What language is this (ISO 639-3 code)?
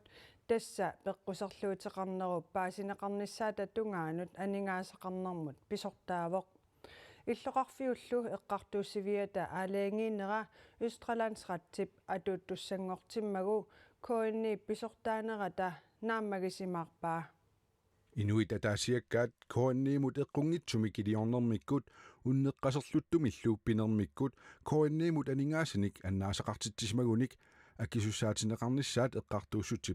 kal